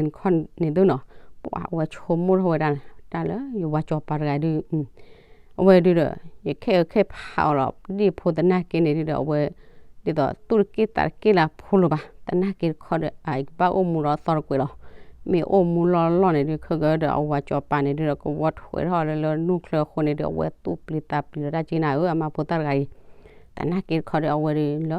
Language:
S'gaw Karen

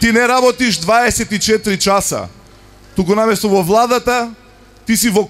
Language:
Macedonian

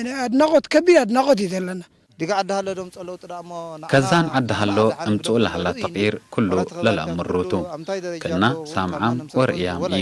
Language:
Tigre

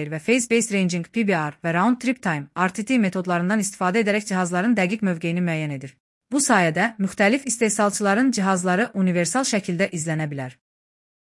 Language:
Azerbaijani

